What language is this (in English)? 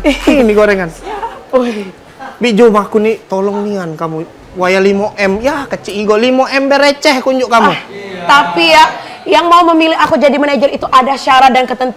Musi